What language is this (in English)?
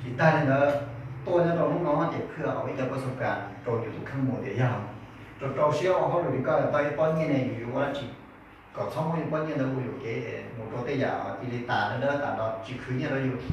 Hmong